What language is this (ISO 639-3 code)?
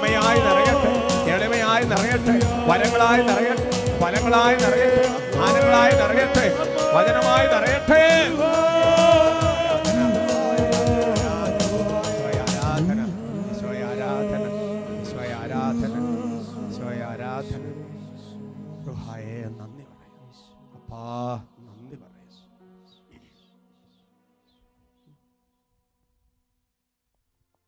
mal